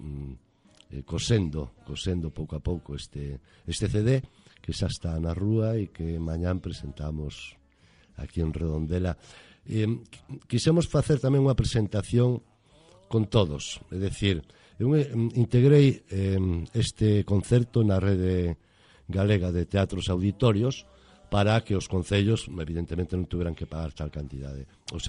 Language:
Galician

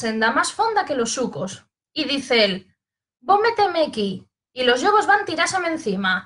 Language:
Asturian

